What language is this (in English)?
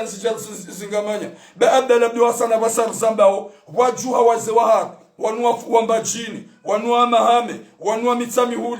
Ngazidja Comorian